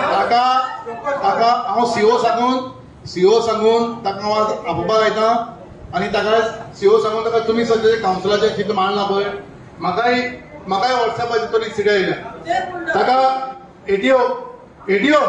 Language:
Konkani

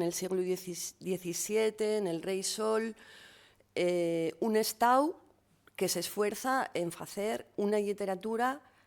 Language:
Asturian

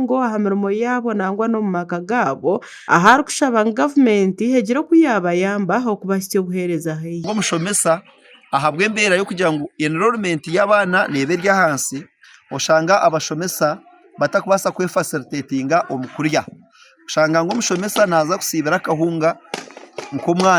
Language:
Nyankole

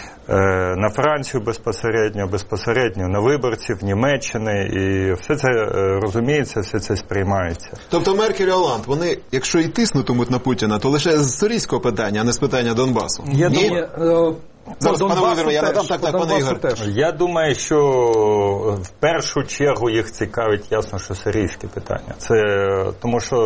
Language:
Ukrainian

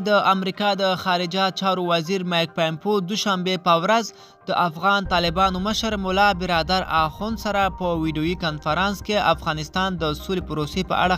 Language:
Pashto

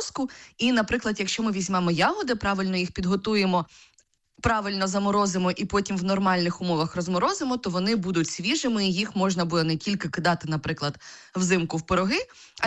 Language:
Ukrainian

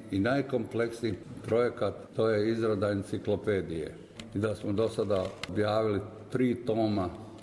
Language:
Croatian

